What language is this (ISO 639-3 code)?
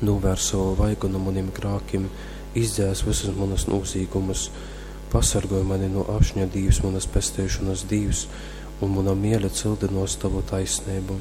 ltg